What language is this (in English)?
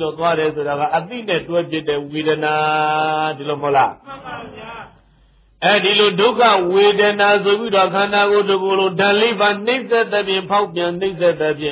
Burmese